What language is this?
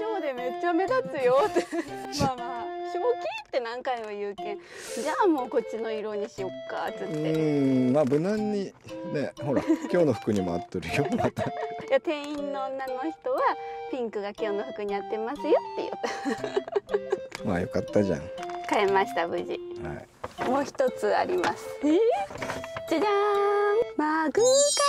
Japanese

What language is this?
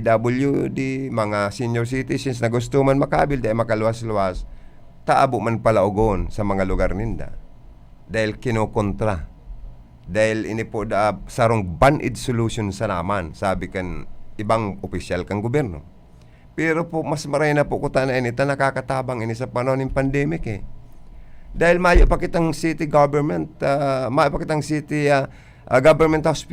Bikol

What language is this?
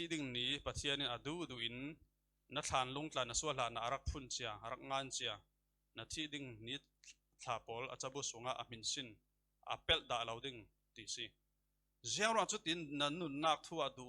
Falam Chin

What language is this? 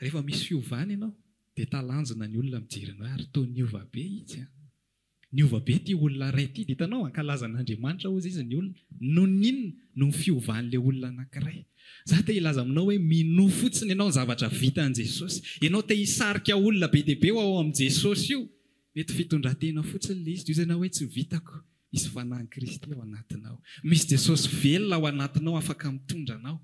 Malagasy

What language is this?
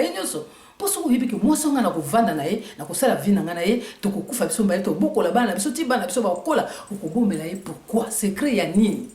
Lingala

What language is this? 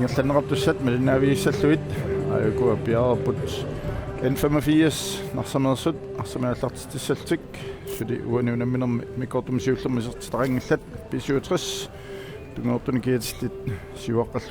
Kalaallisut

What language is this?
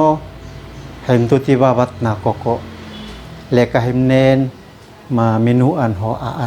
Uab Meto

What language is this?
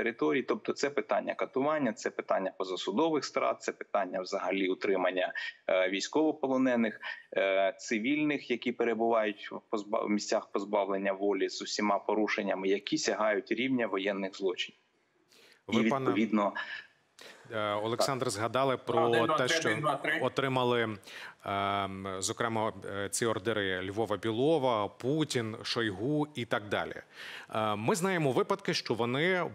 Ukrainian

